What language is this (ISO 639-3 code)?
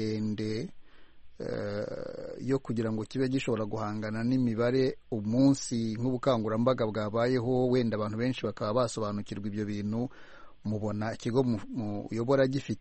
kin